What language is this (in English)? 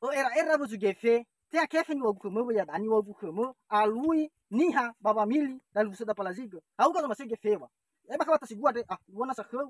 Nias